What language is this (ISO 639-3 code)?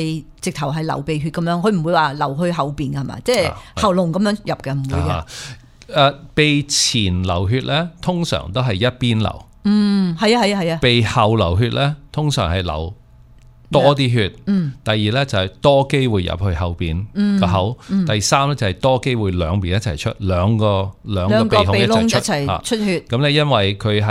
yue